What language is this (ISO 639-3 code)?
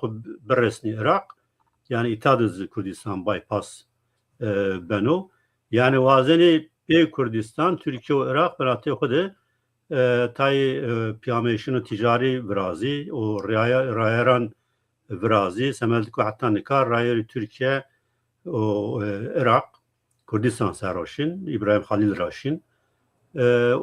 zza